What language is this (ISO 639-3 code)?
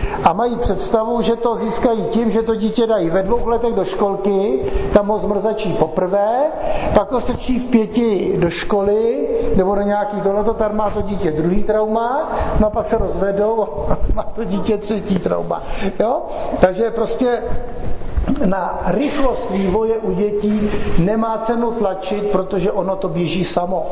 ces